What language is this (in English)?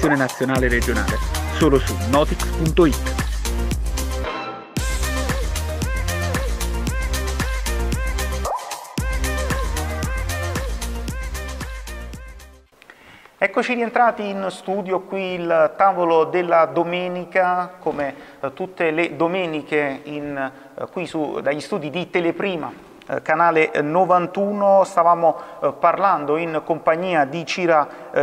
Italian